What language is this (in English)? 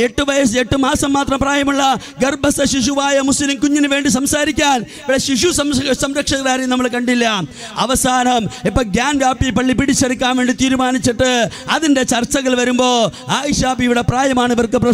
Malayalam